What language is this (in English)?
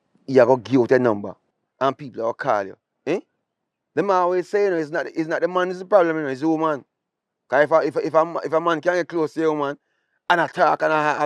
Jamaican Creole English